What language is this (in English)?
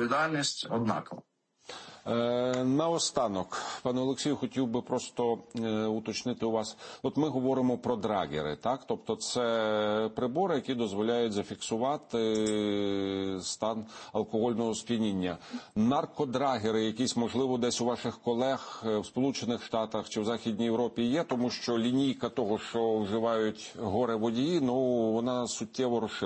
Ukrainian